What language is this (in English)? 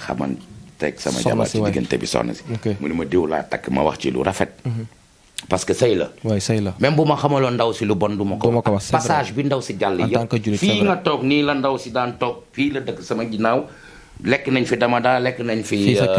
Wolof